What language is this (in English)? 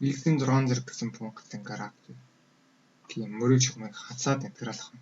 Mongolian